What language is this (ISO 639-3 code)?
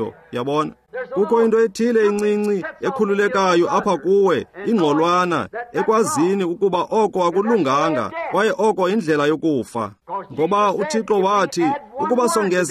xho